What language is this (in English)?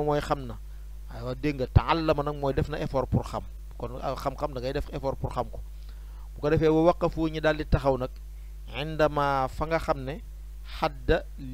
Wolof